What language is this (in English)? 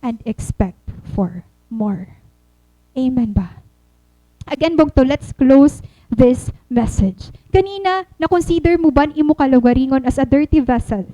Waray